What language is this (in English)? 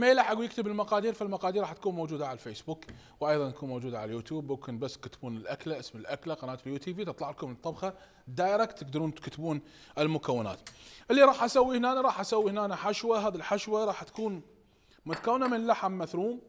Mesopotamian Arabic